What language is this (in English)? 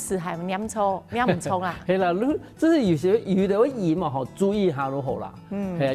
Hakka Chinese